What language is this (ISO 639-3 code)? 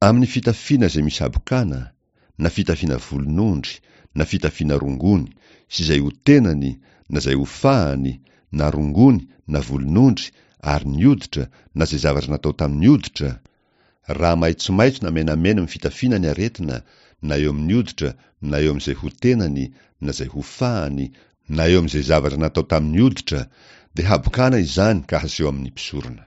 mlg